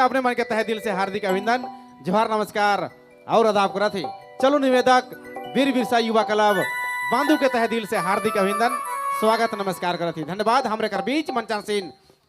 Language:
Sadri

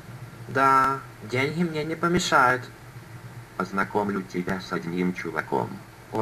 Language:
Russian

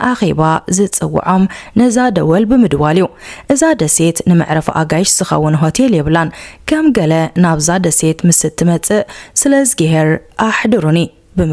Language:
Tigrinya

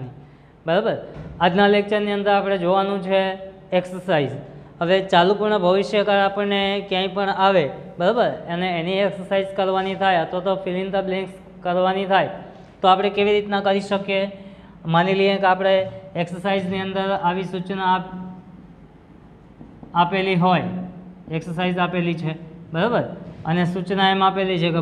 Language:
Gujarati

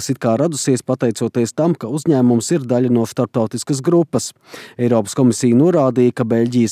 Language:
Latvian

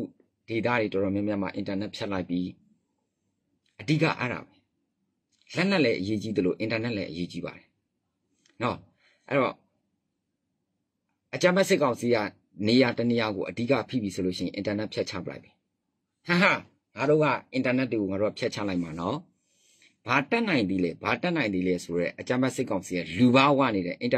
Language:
Burmese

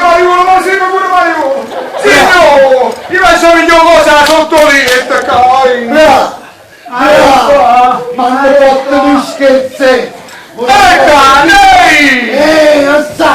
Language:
Neapolitan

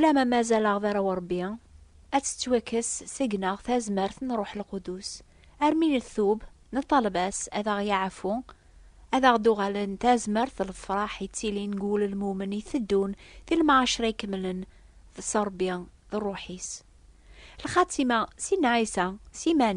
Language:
Kabyle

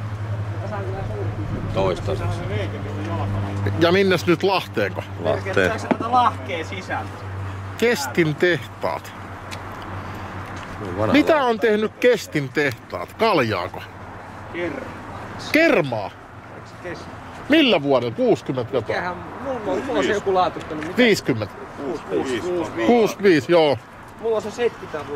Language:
Finnish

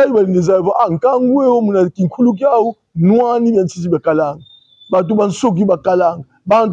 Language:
Kongo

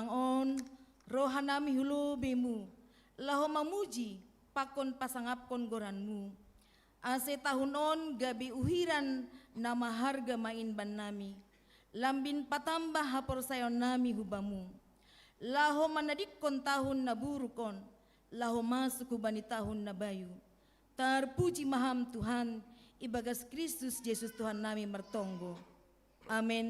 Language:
Batak Simalungun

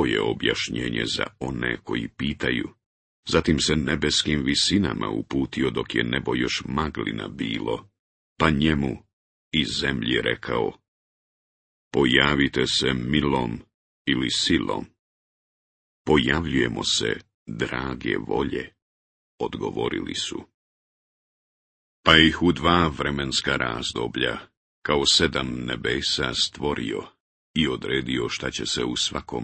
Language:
Bosnian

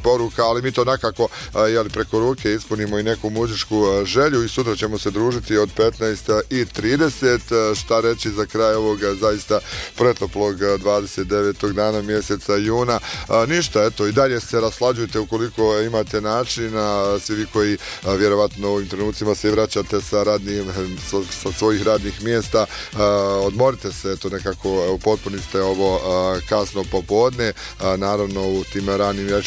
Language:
Bosnian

